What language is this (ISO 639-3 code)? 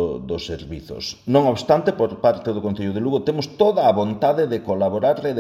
glg